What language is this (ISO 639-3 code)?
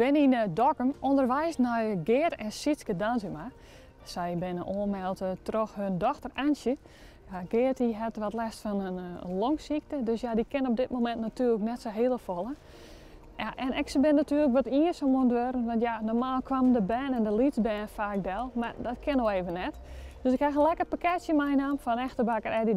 fry